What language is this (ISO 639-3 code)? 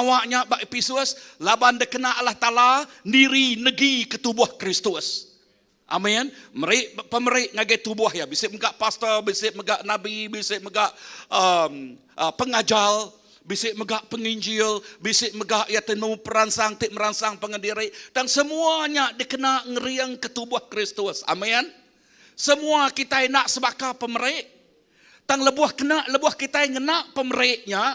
iba